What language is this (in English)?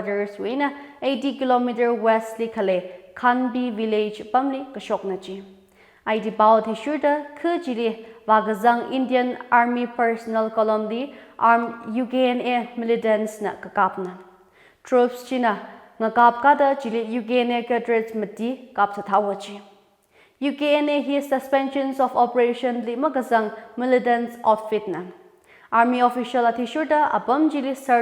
Tangkhul Naga (India)